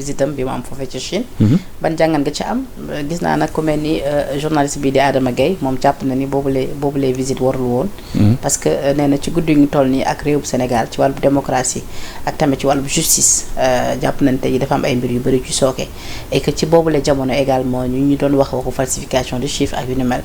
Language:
Wolof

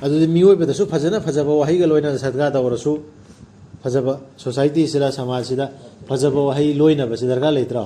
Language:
Manipuri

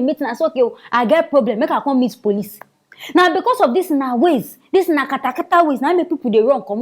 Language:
Nigerian Pidgin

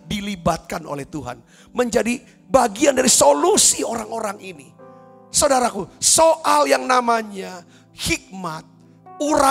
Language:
Indonesian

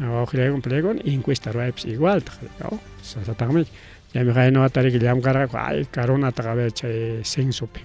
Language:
Ayacucho Quechua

